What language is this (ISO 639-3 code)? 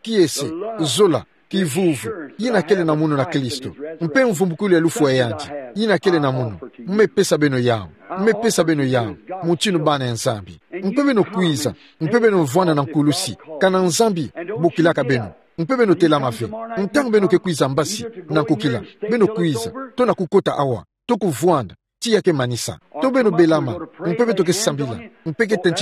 ktu